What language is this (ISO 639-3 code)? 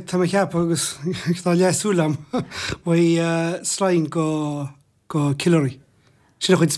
gle